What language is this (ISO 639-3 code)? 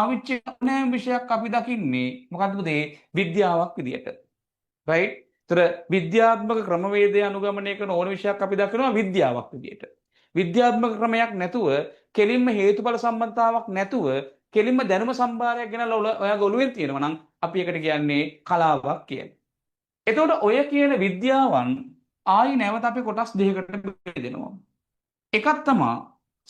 sin